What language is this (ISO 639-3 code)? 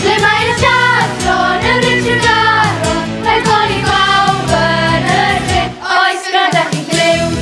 cym